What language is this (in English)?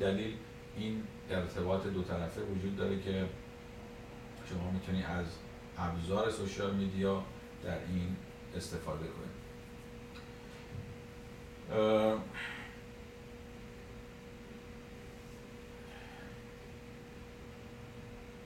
Persian